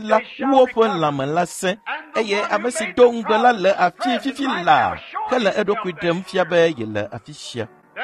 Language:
Ewe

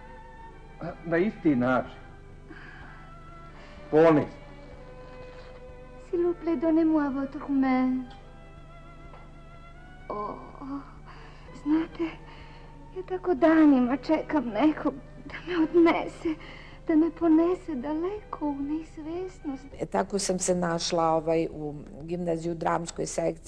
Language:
Serbian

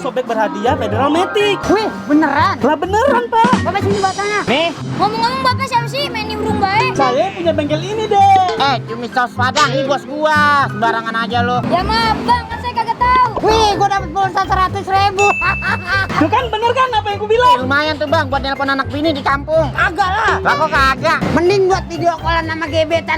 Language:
Betawi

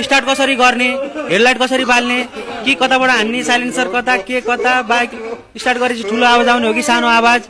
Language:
Nepali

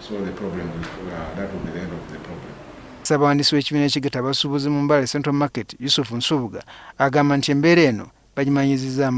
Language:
Ganda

